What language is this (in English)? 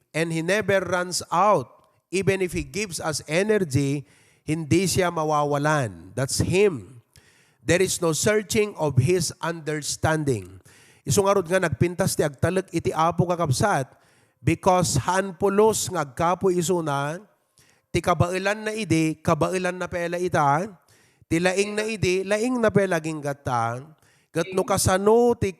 Iloko